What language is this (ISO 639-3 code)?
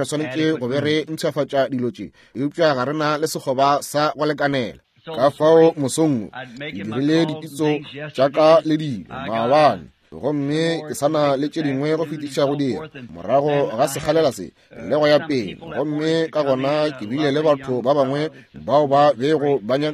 nso